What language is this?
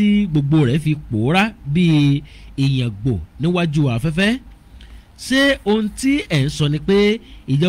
Yoruba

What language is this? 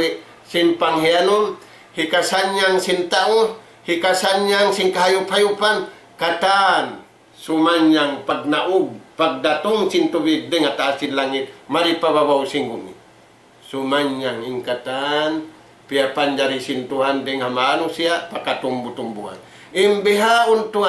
Tausug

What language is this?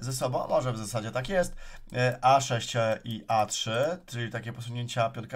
Polish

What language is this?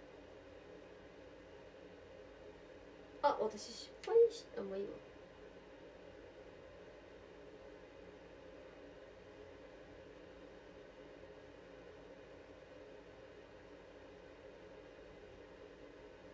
Japanese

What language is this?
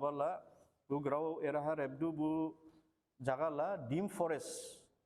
Dimasa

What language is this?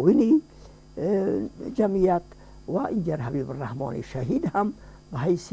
Persian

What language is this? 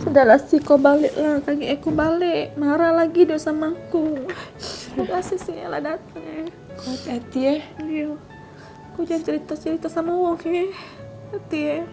Musi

